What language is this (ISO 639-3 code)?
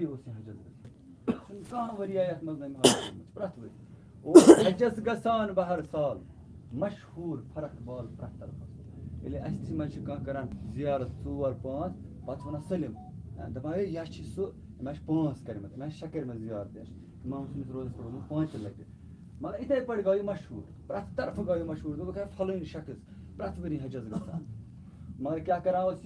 kas